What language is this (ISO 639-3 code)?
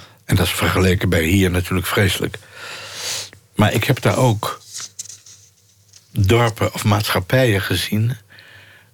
nld